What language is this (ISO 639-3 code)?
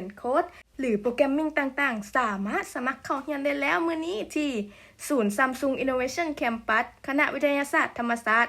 lao